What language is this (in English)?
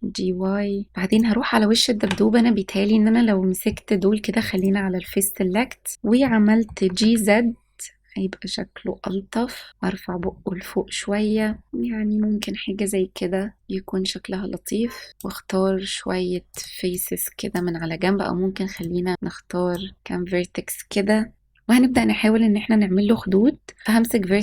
Egyptian Arabic